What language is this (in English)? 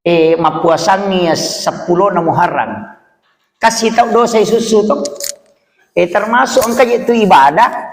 Buginese